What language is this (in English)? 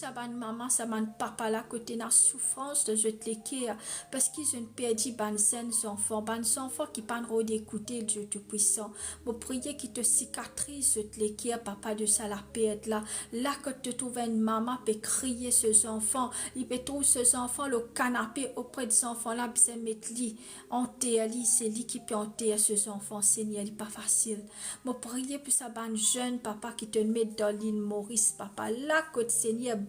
Morisyen